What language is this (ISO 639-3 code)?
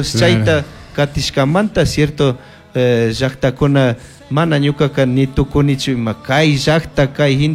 qug